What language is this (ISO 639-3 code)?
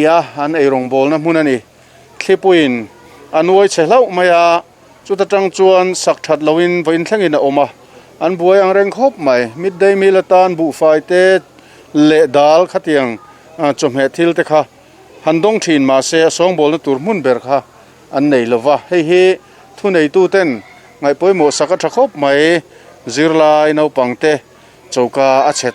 lus